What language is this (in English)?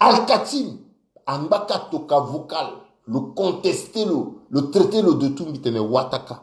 Sango